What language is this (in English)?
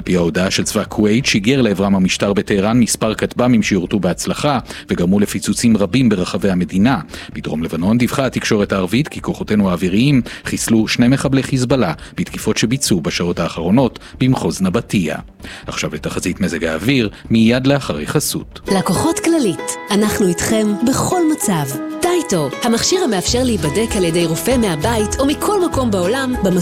Hebrew